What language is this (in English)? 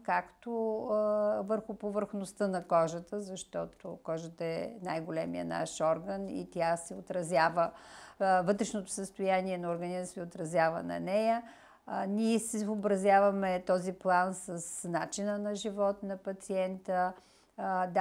Bulgarian